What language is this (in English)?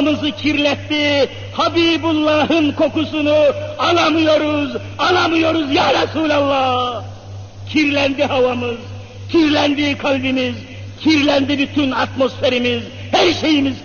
Turkish